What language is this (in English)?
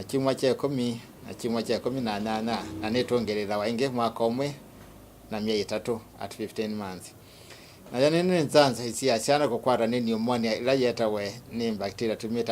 Kamba